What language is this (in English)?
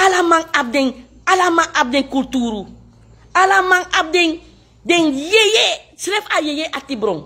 Sranan Tongo